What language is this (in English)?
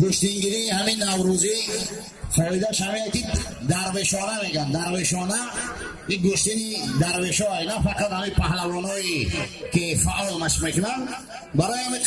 Tajik